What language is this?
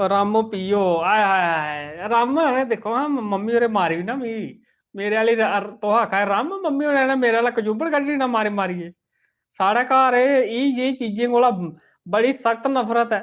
Dogri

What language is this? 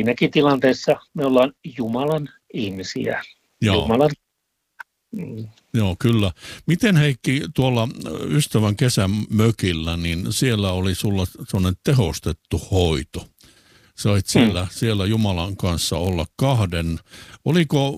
Finnish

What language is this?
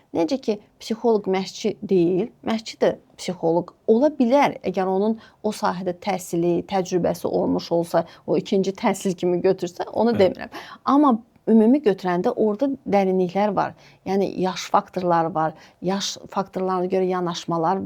Azerbaijani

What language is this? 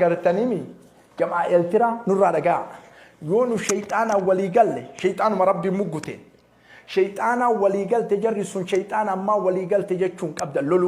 Oromo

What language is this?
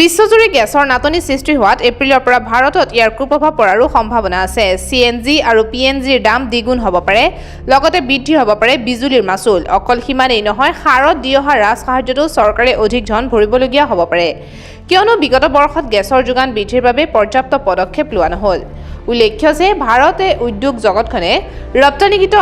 Assamese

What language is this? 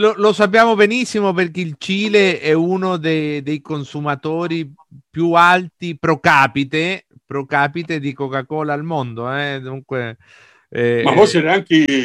Italian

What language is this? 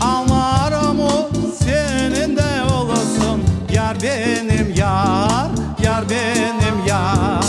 Crimean Tatar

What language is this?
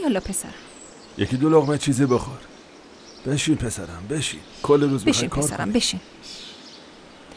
Persian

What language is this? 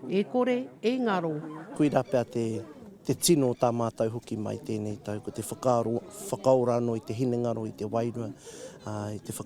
Māori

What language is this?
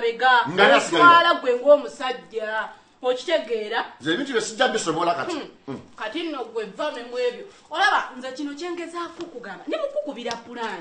Ganda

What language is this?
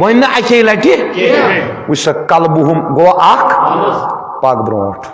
Kashmiri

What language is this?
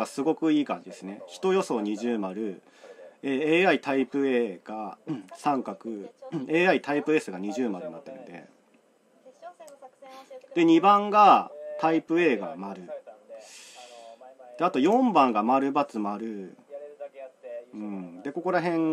Japanese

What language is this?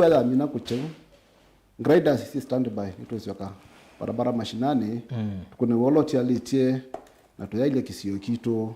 Kamba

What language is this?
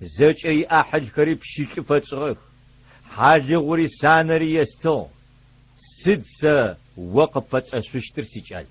Adyghe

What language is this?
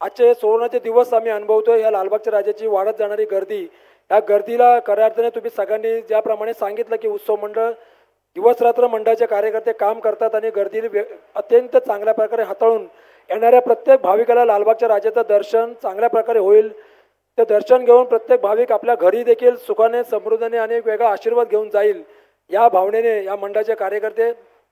Marathi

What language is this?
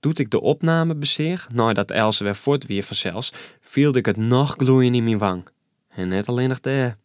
Western Frisian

